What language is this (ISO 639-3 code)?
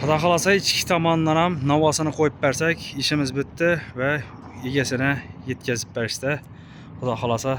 uzb